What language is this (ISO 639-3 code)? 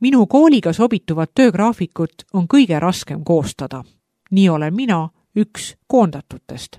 est